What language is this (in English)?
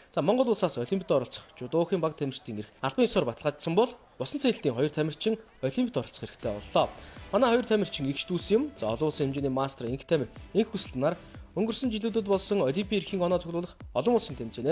Mongolian